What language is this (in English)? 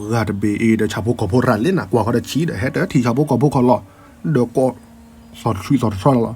S'gaw Karen